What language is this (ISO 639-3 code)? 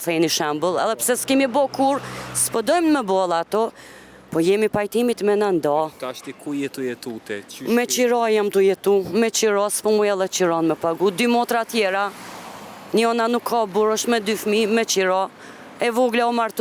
sqi